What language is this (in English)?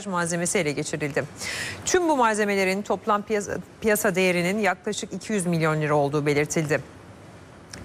Turkish